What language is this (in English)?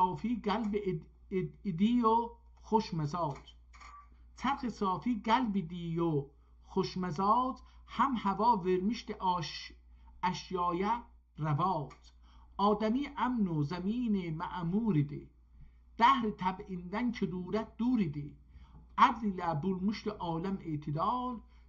South Azerbaijani